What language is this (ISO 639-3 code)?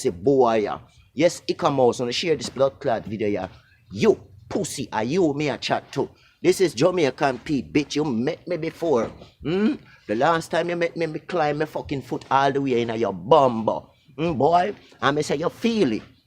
jam